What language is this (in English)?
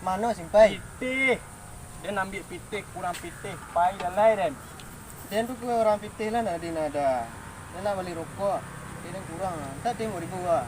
Minangkabau